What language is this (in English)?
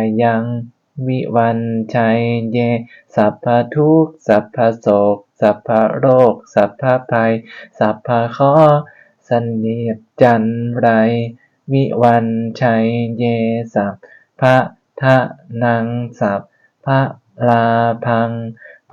Pali